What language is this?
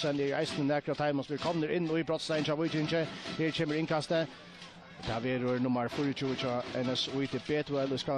Faroese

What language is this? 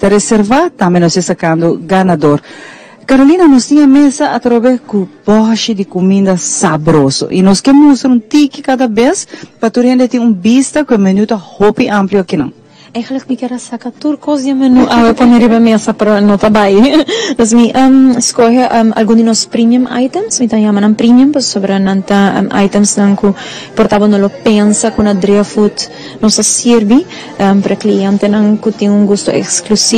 Papiamento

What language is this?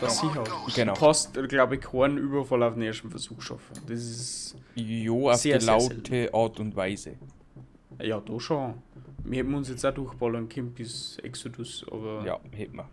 Bavarian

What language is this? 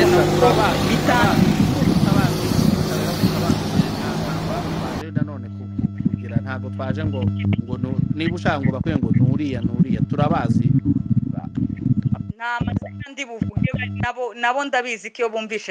Kinyarwanda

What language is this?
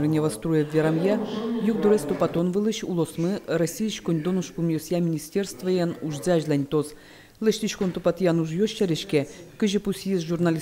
Udmurt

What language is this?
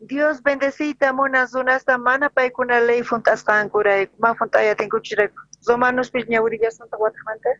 South Bolivian Quechua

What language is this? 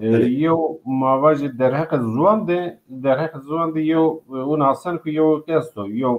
Zaza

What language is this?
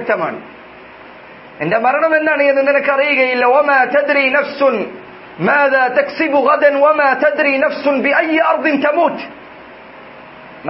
Malayalam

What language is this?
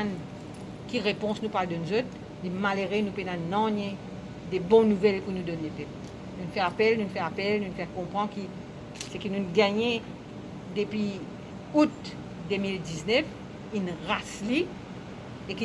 Morisyen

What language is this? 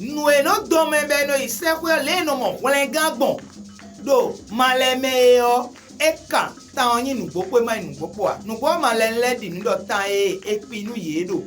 Fon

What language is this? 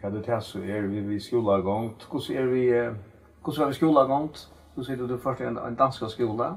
Faroese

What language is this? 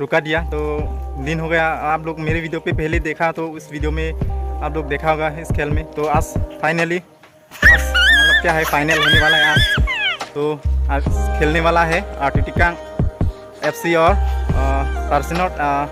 Karbi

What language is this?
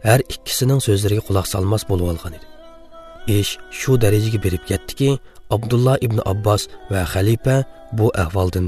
Uyghur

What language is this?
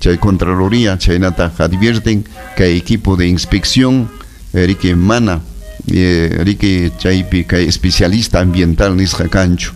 Ayacucho Quechua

